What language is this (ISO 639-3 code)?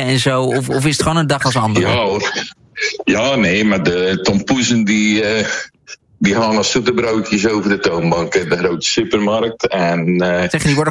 nld